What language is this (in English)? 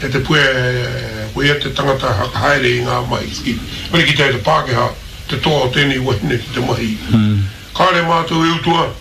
Māori